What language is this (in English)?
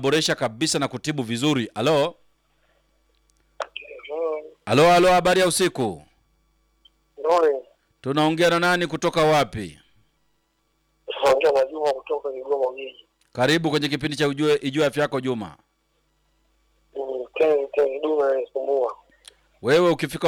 Swahili